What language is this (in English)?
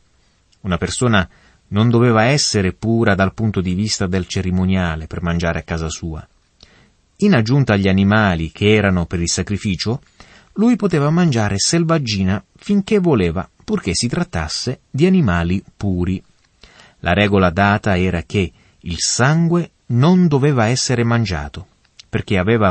Italian